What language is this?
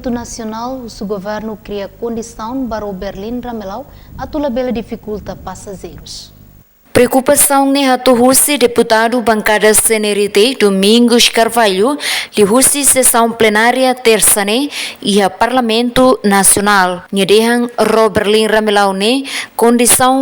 Tetum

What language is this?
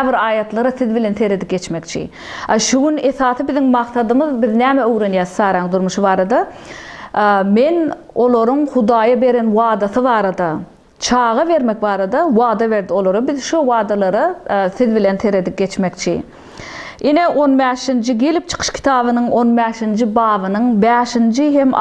Turkmen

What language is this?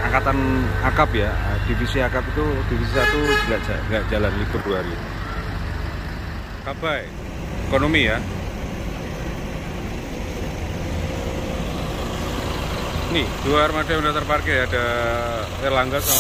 Indonesian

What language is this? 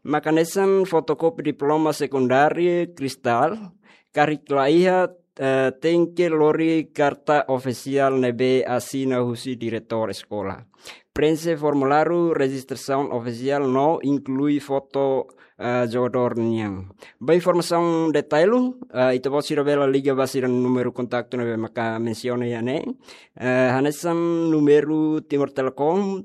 Tetum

